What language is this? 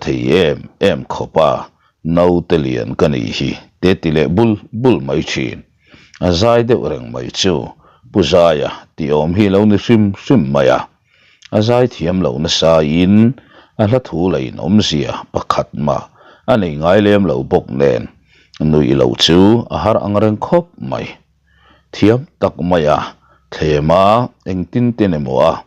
Mizo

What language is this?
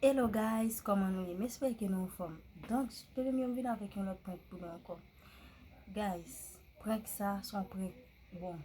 Haitian Creole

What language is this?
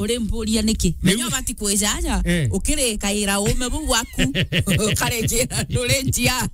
Meru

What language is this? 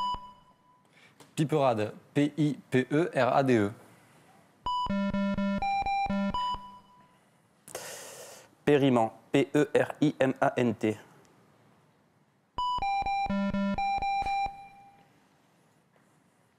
French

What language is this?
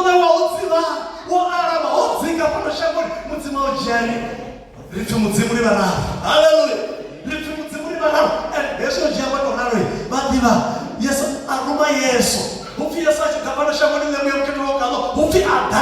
Venda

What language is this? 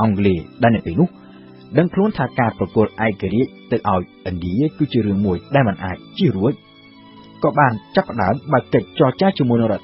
Khmer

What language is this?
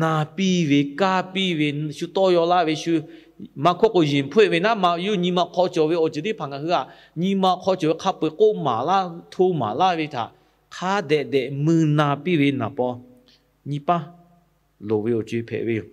Lahu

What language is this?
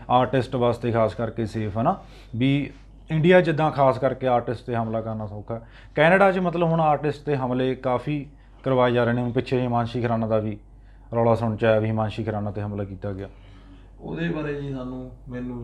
Punjabi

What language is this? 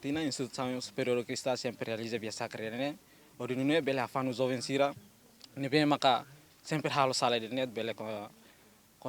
Tetum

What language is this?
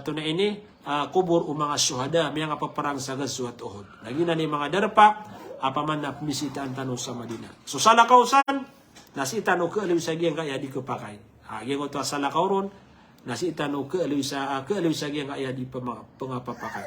Maranao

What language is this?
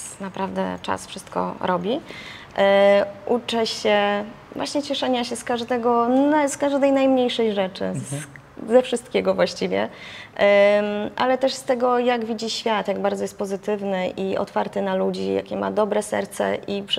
Polish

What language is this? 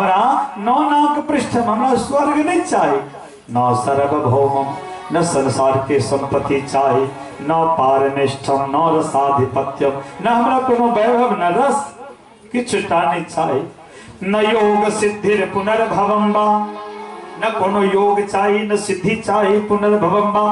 Maithili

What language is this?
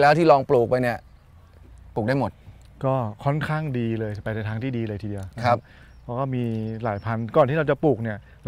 Thai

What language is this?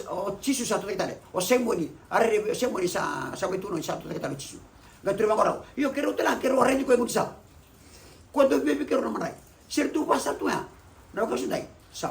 Fijian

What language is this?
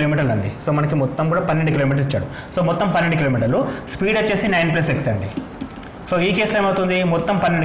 Telugu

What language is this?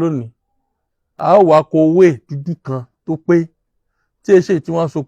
Yoruba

